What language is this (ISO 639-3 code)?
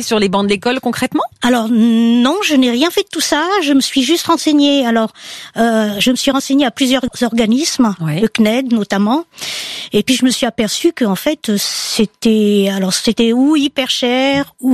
fra